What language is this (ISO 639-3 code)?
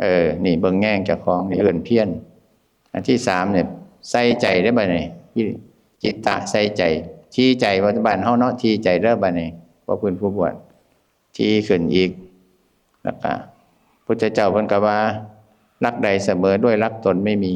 tts